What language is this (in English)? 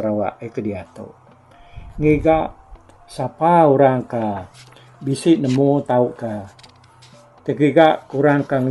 Iban